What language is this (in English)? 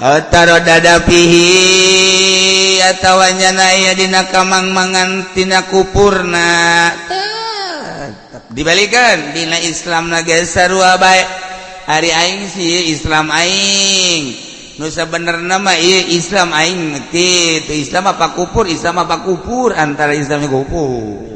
Sundanese